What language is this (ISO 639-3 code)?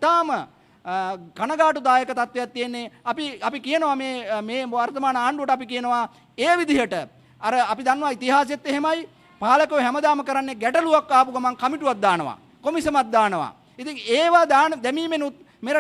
sin